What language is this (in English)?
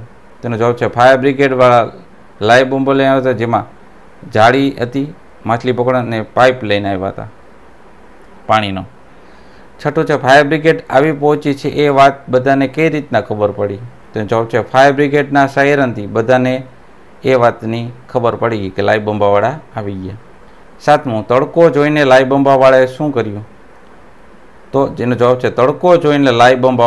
Gujarati